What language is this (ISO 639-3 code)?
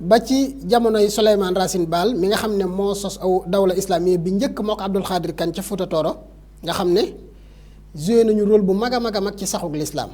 wol